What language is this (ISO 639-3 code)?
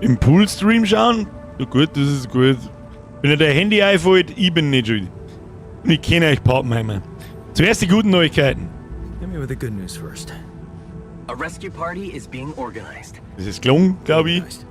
bar